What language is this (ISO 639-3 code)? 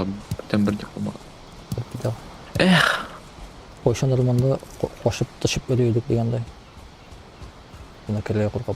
tat